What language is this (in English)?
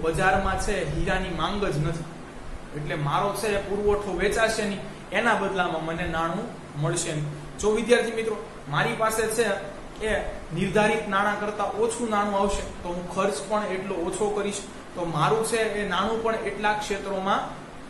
Gujarati